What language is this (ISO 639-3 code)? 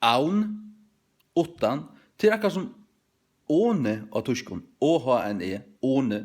fao